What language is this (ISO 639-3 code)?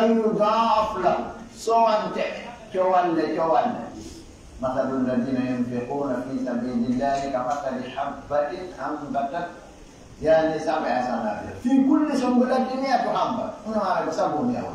fuf